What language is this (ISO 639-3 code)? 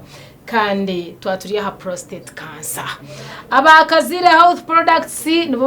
nyn